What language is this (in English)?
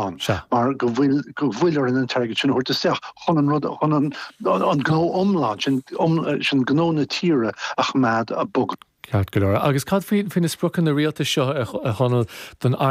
Irish